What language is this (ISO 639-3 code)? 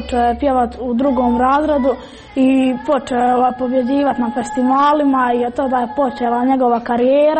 hrv